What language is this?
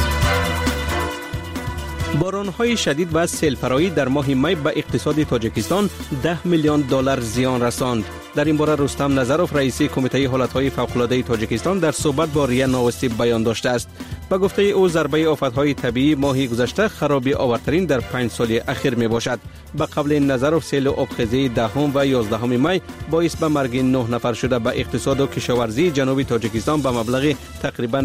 Persian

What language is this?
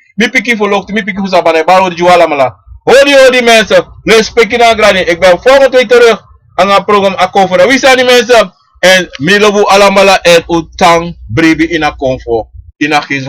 Sranan Tongo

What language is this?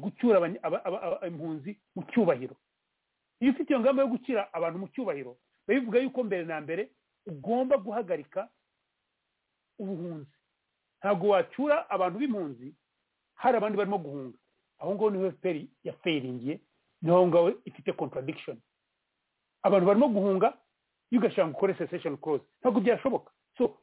Kinyarwanda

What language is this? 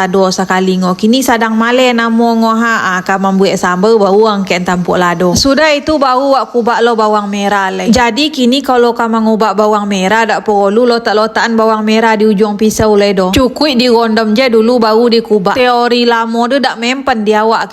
Minangkabau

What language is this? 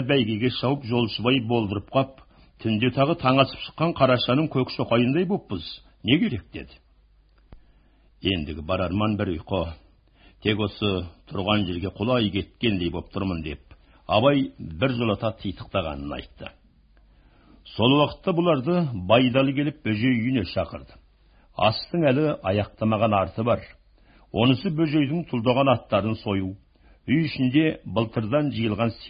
Kazakh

